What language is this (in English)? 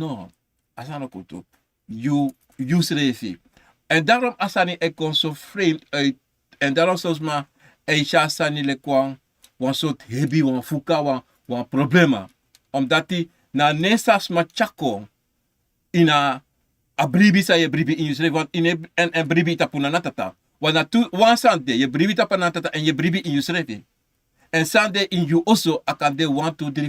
Sranan Tongo